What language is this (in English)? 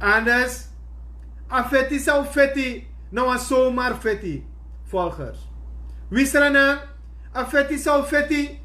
Sranan Tongo